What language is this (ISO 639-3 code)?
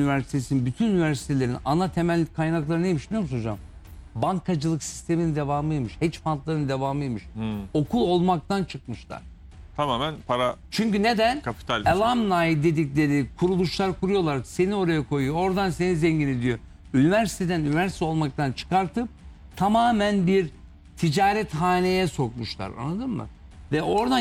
tur